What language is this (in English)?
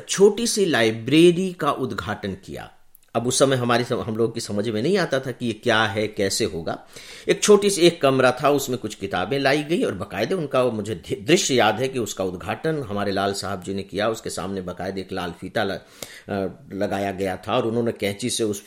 Hindi